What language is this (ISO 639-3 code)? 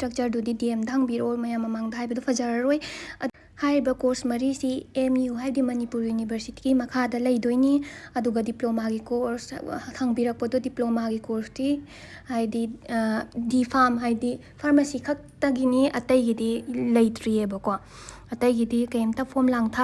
mni